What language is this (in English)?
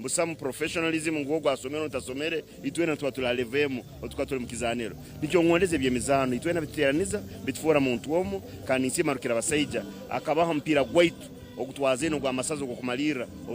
Nyankole